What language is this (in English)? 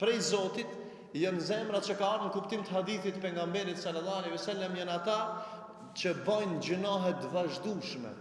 Albanian